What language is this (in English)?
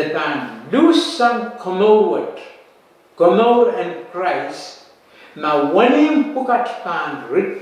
Pohnpeian